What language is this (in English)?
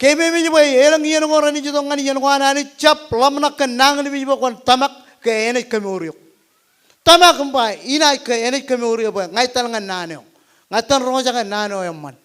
Marshallese